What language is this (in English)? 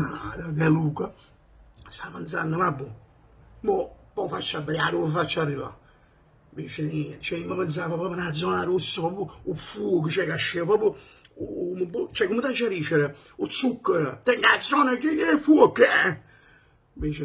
Neapolitan